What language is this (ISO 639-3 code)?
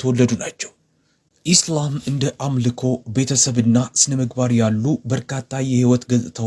amh